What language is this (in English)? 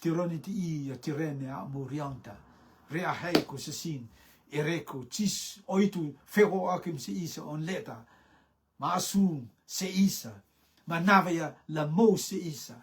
Rotuman